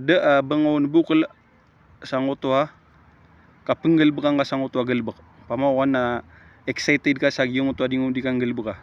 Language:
Maranao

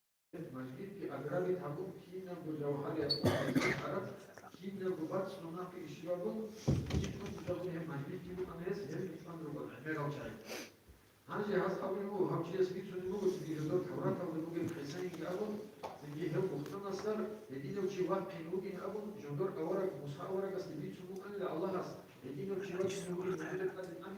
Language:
Avaric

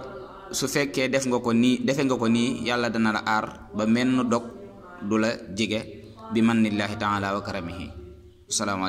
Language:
Wolof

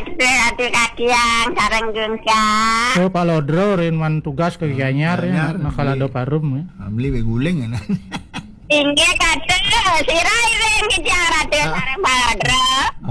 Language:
Balinese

